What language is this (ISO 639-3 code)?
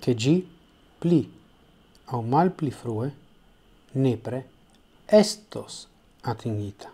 epo